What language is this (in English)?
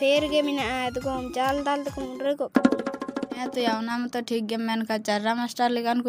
Santali